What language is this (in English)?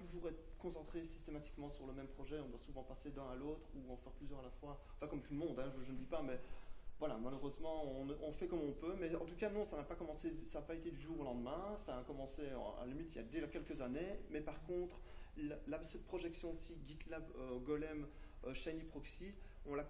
French